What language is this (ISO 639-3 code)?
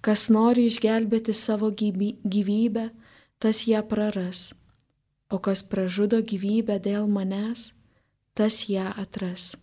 lit